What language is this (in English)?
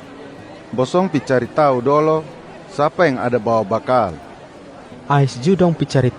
Kupang Malay